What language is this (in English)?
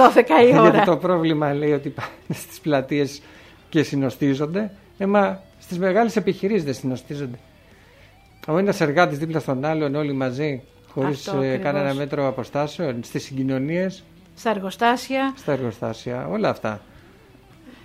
Greek